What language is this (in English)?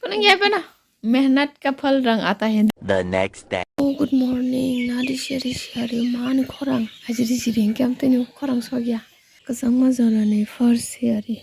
Kok Borok